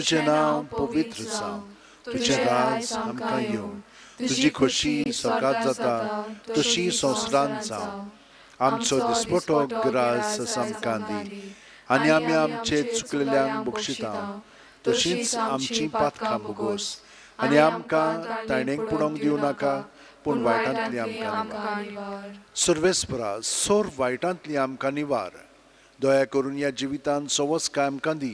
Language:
Konkani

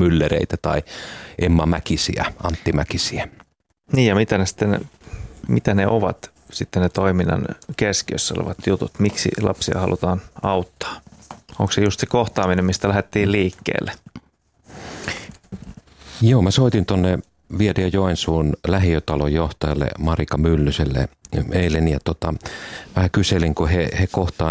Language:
Finnish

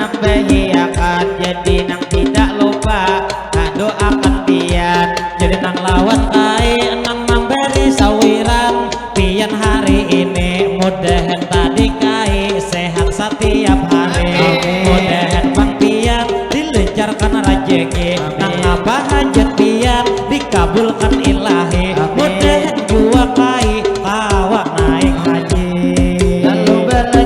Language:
Banjar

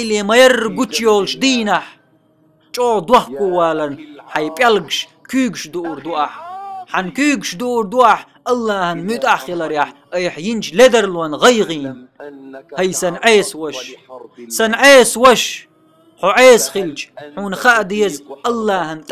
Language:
Chechen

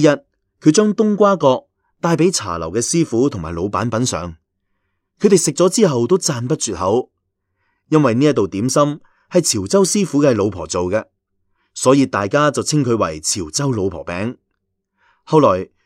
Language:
Cantonese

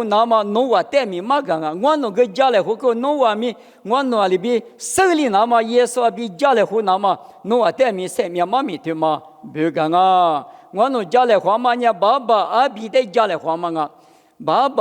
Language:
Lisu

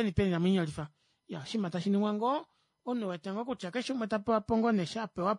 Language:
Kuanyama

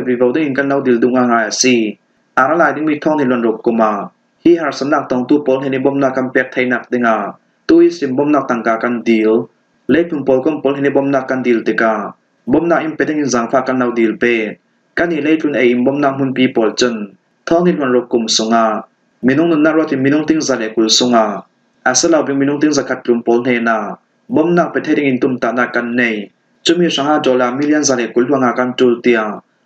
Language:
Falam Chin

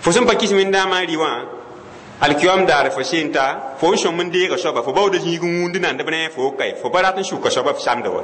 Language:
Mossi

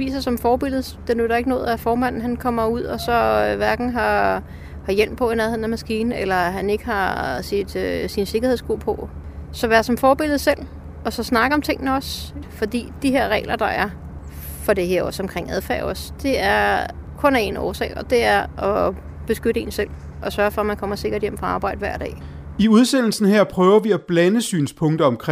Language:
Danish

